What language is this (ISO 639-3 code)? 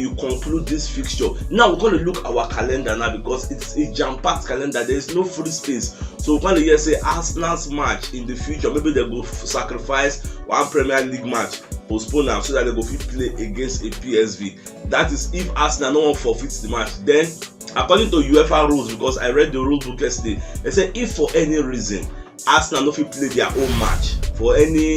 pcm